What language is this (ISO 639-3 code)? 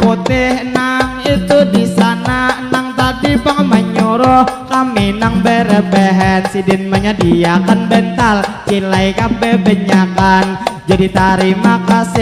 bjn